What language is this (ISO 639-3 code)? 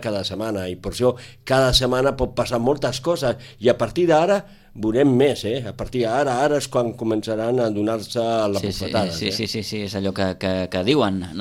cat